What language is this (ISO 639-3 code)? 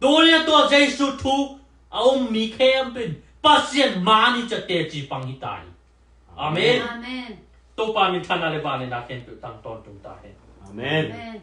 ctd